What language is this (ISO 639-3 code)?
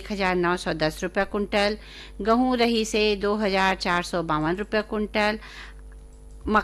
hin